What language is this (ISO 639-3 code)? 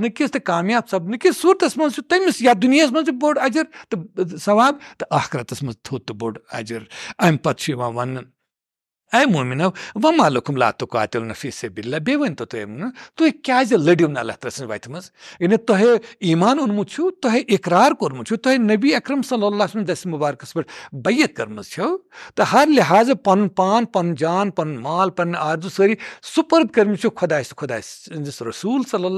kas